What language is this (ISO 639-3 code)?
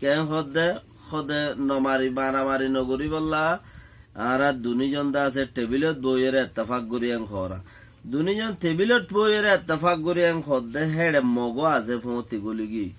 rhg